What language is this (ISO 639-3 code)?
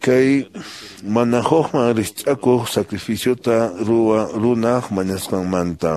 que